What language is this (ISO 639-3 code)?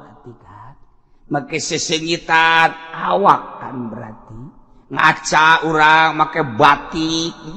sun